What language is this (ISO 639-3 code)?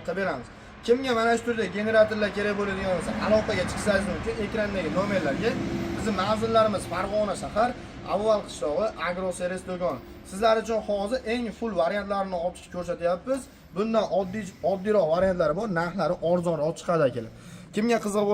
uzb